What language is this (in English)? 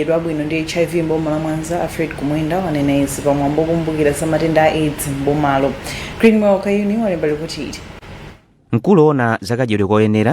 Nyanja